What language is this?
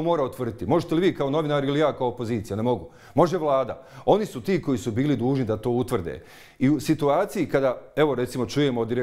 Bosnian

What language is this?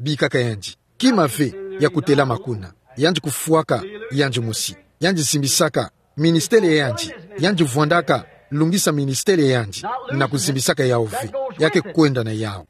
Kituba (Democratic Republic of Congo)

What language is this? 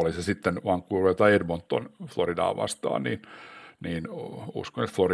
Finnish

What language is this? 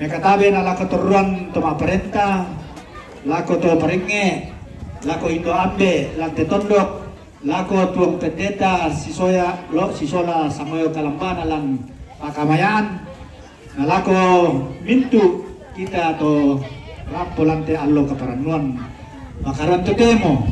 Toraja-Sa'dan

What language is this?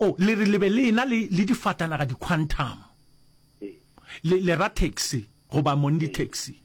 Northern Sotho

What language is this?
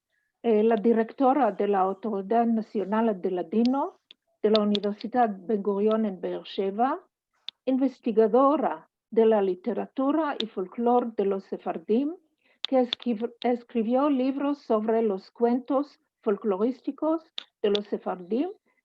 Ladino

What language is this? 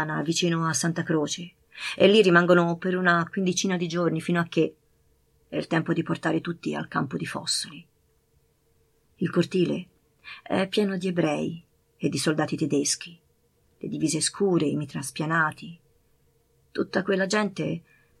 Italian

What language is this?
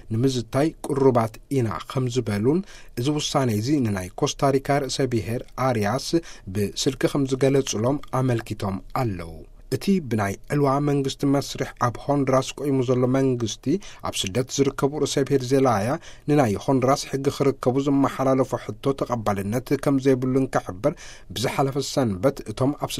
Tigrinya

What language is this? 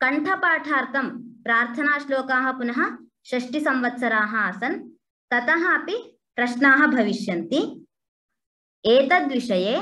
Sanskrit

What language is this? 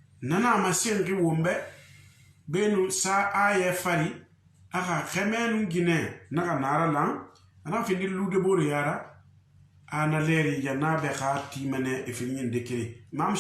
Susu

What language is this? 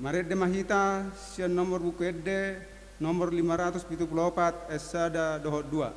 Batak Toba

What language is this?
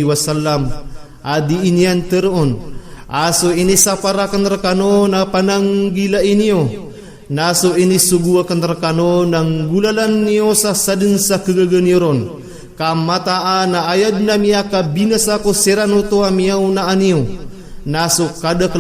Maranao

